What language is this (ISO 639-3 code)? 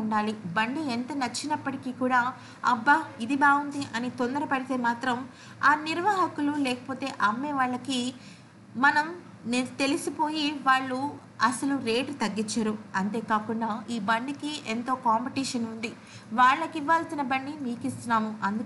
tel